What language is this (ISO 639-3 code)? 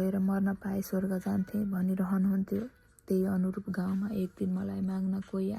nep